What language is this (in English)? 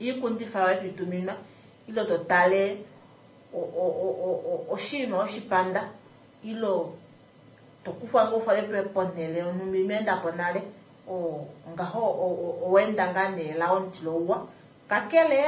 Kuanyama